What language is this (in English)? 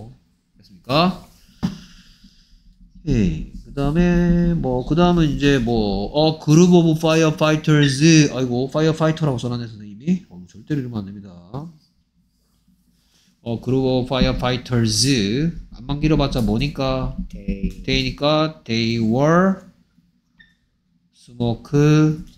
Korean